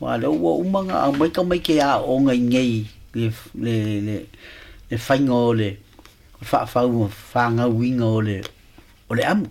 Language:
Samoan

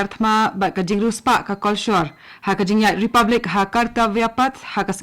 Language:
Khasi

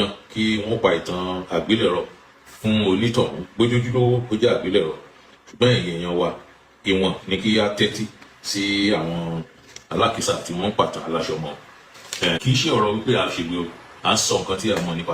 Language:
Yoruba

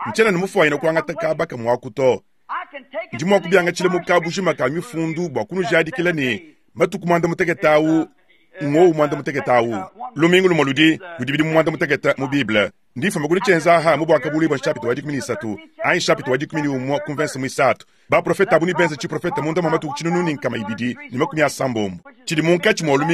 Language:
Luba-Lulua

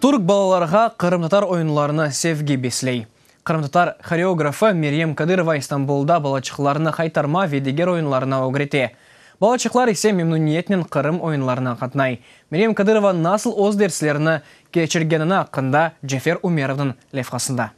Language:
Crimean Tatar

